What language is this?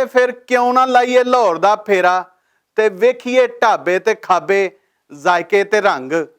Western Panjabi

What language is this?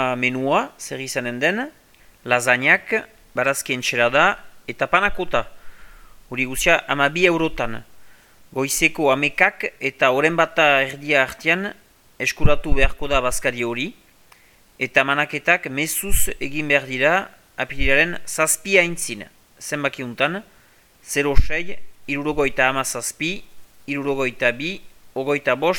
Basque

